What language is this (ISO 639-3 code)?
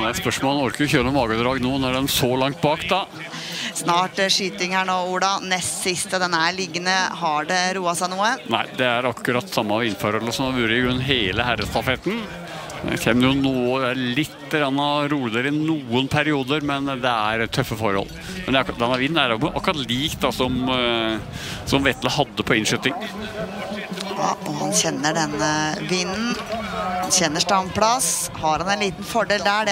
nor